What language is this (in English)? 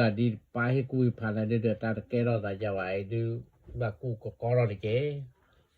S'gaw Karen